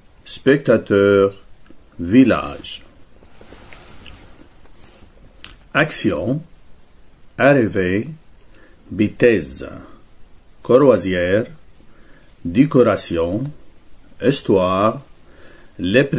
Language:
Egyptian Arabic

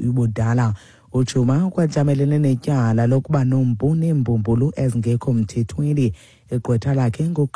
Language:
Xhosa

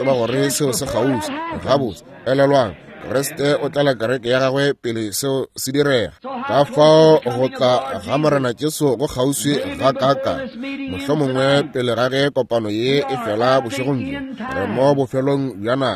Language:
Northern Sotho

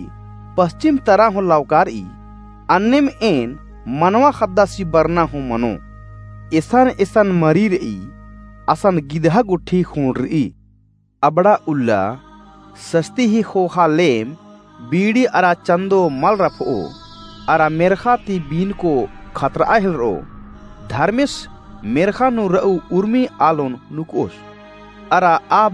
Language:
Kurukh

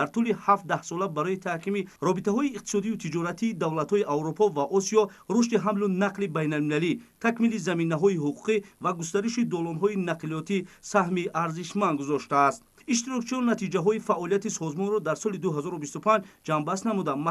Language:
Tajik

